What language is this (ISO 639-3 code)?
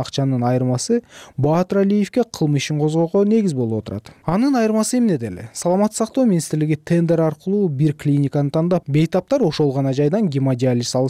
kir